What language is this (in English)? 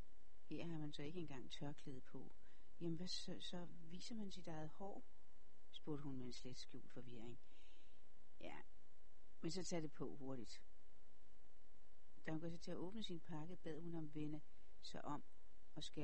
Danish